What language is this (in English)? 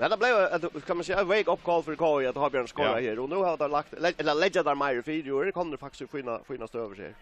Faroese